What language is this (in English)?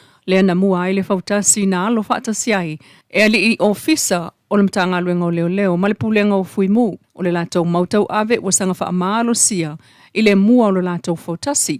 Samoan